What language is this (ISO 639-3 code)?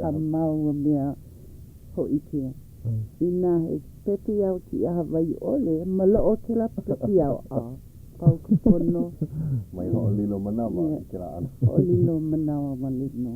haw